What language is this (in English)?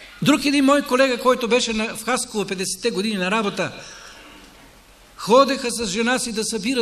Bulgarian